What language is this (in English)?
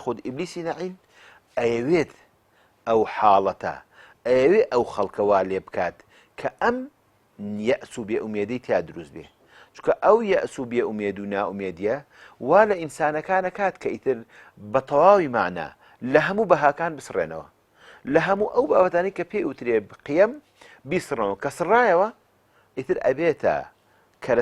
Central Kurdish